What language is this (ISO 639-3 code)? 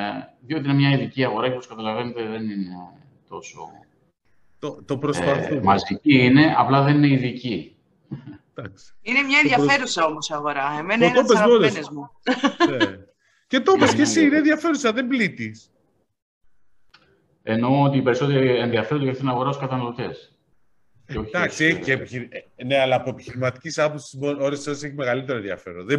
ell